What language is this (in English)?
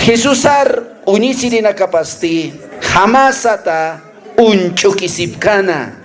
Aymara